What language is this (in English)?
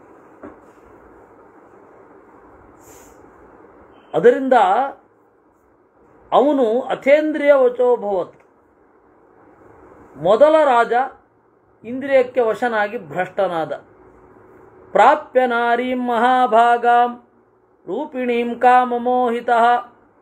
Kannada